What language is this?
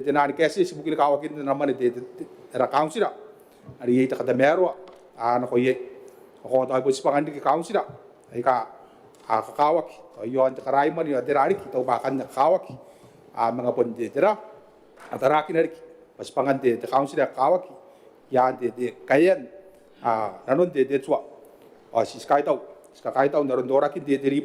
Gilbertese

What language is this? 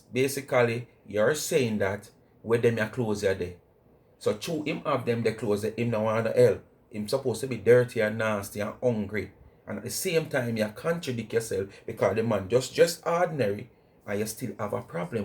Jamaican Creole English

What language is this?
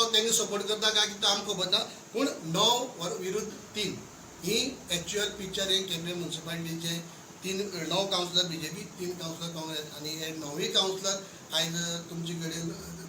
Konkani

